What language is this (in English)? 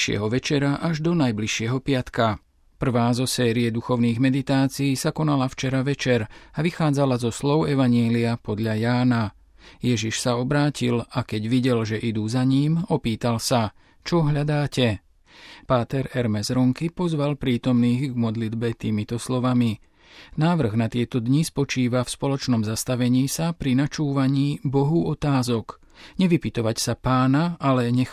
Slovak